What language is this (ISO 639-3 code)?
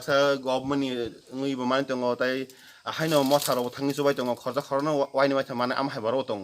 trp